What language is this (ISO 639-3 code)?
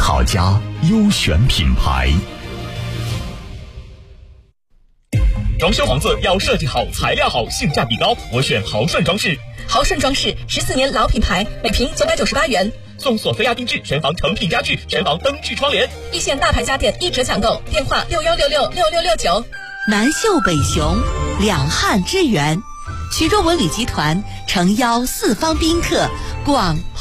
zho